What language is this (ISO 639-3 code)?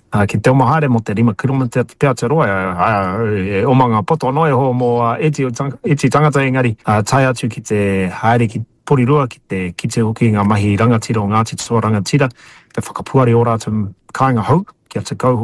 mri